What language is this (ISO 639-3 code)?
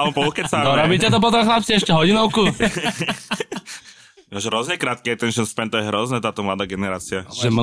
slk